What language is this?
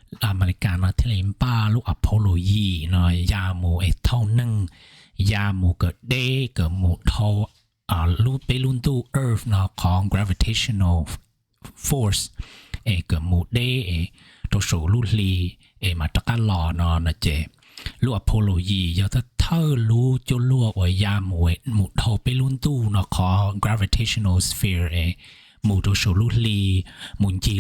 Hmong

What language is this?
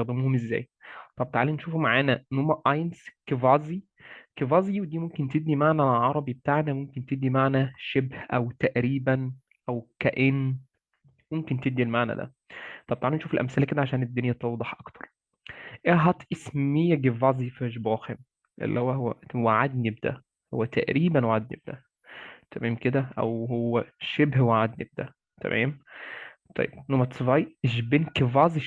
Egyptian Arabic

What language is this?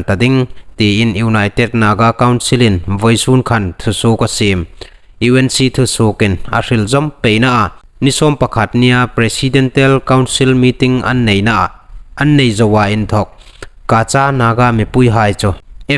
Hmar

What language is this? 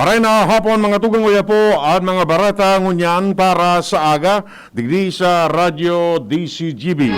Bikol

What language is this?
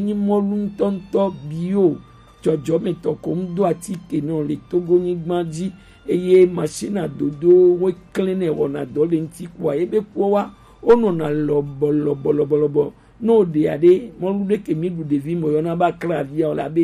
Gen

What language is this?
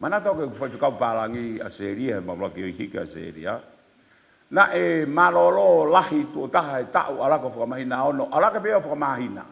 Tongan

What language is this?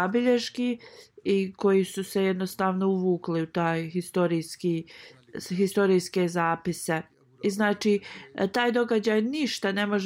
Bosnian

